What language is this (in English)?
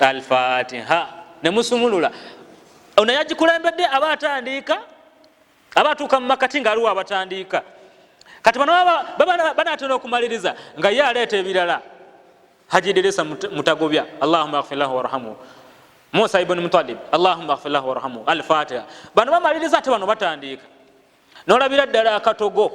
Ganda